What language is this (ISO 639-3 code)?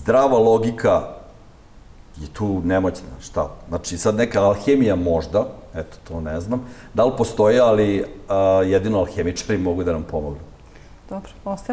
srp